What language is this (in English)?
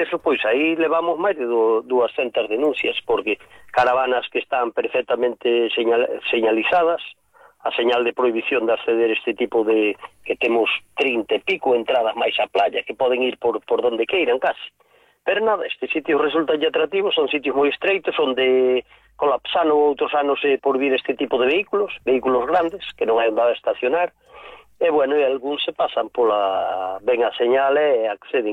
Galician